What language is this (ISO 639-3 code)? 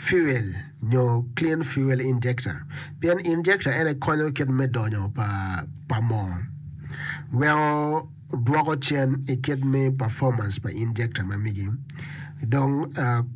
ach